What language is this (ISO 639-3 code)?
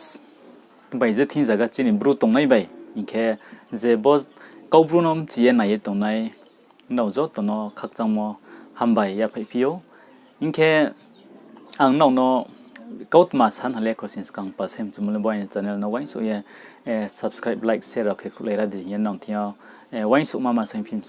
ria